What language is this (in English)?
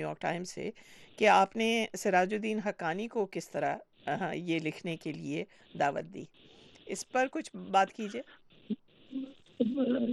Urdu